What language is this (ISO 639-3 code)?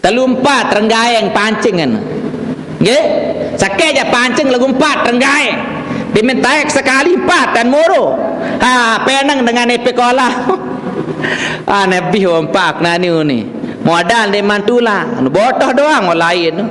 sas